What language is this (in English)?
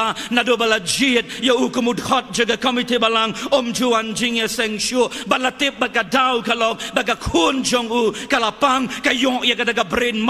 Khasi